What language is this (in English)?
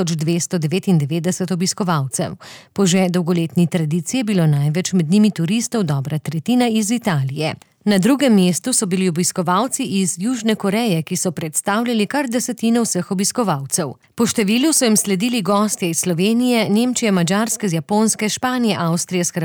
Slovenian